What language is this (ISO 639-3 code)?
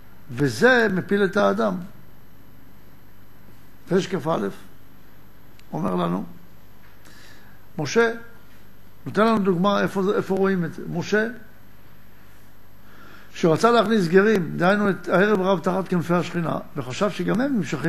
heb